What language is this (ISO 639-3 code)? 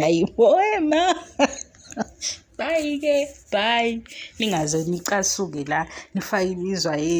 zul